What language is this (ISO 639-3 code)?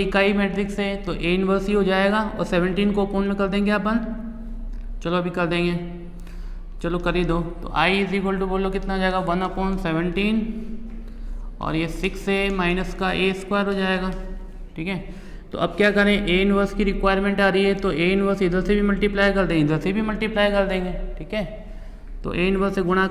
hin